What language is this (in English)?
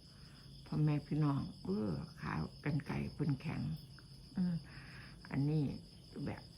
Northeastern Thai